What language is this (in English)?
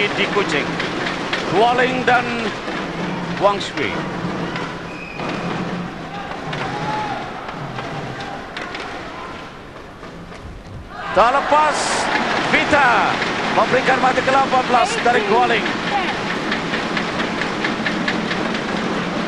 Malay